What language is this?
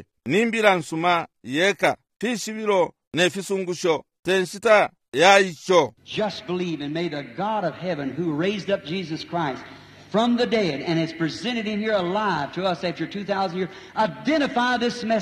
Bemba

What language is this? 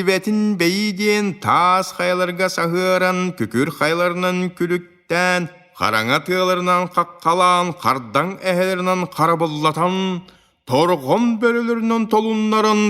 Yakut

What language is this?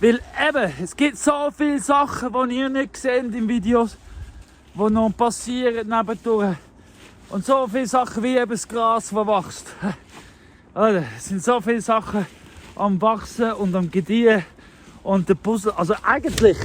Swiss German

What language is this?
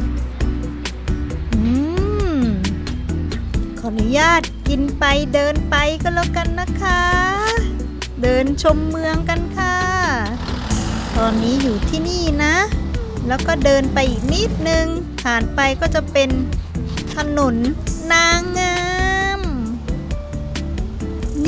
Thai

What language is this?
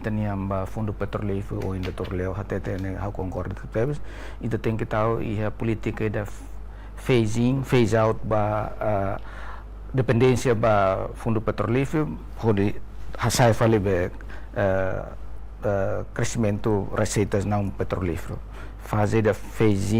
Tetum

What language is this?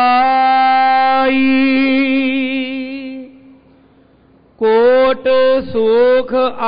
Punjabi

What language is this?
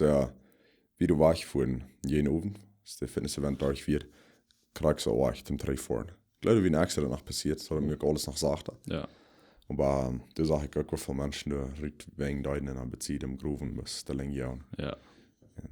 Plautdietsch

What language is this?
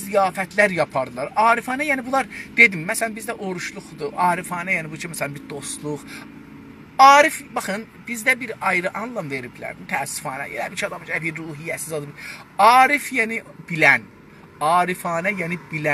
South Azerbaijani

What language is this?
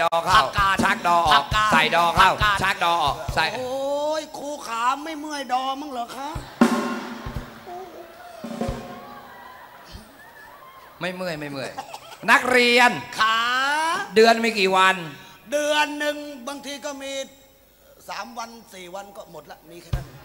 Thai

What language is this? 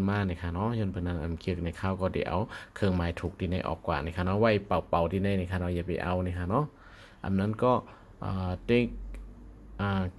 Shan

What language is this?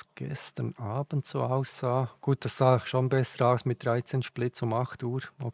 Swiss German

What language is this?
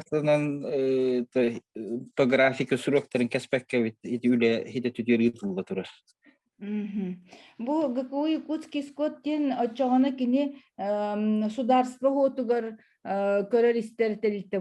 Yakut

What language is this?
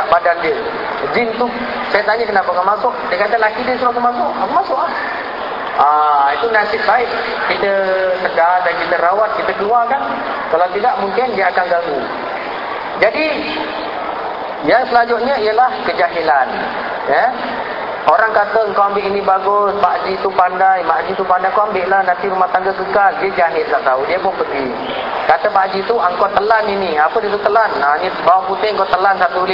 Malay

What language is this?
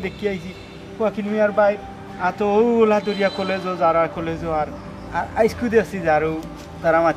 Sylheti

